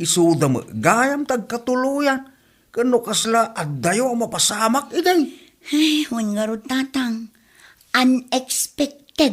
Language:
Iloko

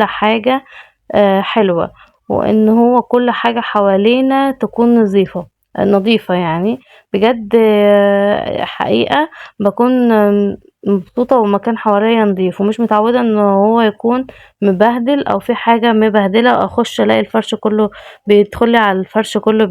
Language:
Egyptian Arabic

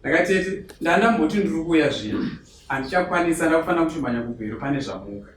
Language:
Shona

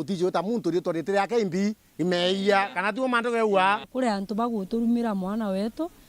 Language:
Meru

